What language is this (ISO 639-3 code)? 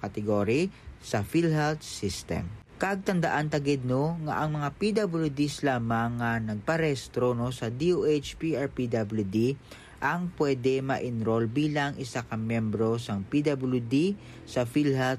hil